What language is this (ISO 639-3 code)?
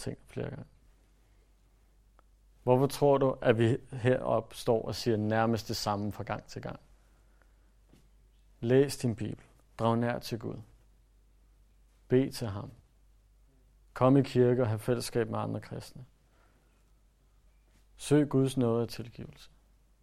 dan